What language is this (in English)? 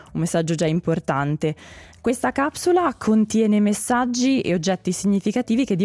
Italian